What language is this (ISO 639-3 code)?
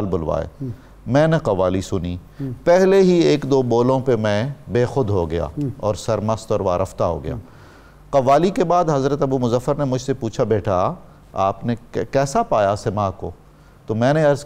urd